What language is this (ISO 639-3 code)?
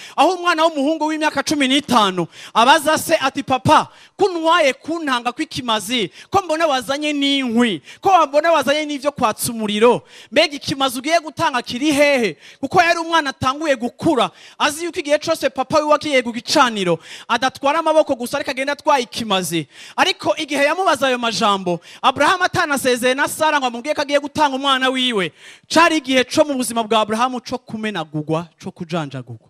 run